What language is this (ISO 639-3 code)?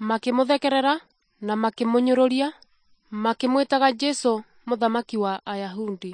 kik